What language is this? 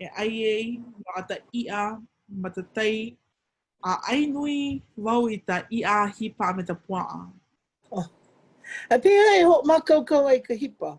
Hawaiian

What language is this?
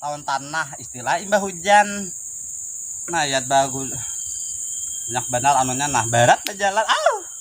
Banjar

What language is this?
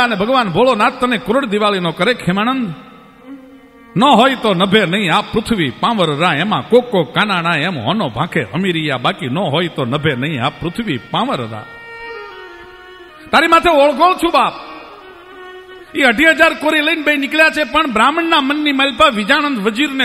Gujarati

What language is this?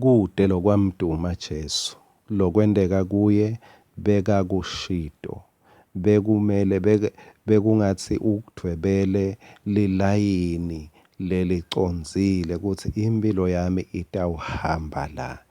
Swati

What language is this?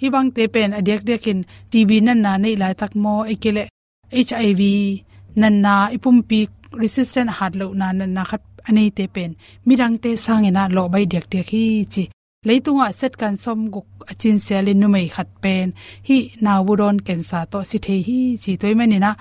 Tedim Chin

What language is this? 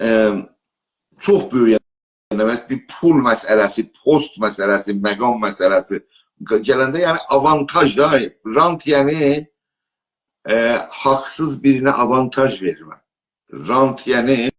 South Azerbaijani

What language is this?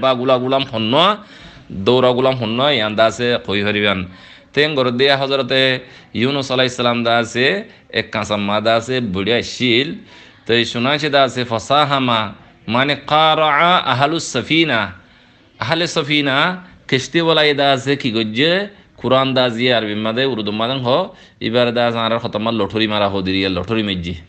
Rohingya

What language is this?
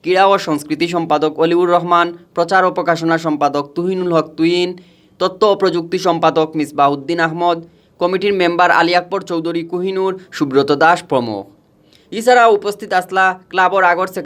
Sylheti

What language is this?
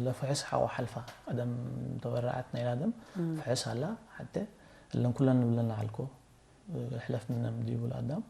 Tigre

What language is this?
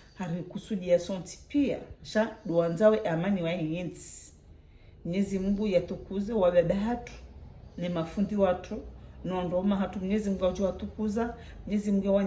Ngazidja Comorian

